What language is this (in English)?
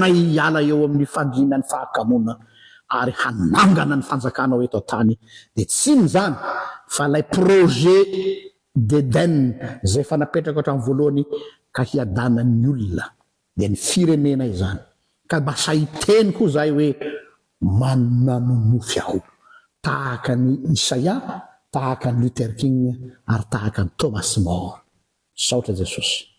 Malagasy